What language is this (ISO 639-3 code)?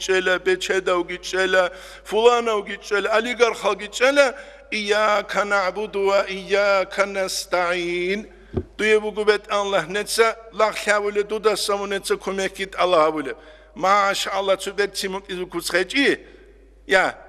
ava